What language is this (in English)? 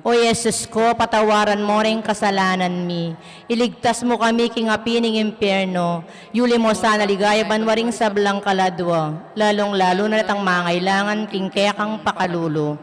Pampanga